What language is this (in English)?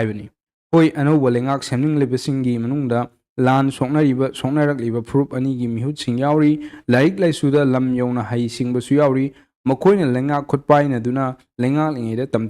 Manipuri